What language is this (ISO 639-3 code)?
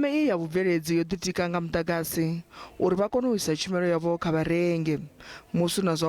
ven